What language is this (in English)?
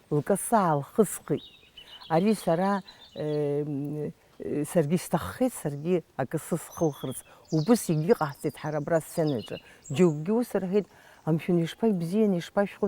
Abkhazian